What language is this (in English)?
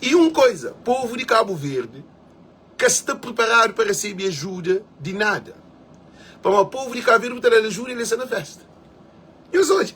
Kabuverdianu